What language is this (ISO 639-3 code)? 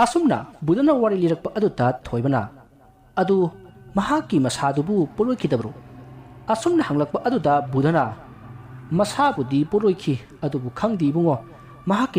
mni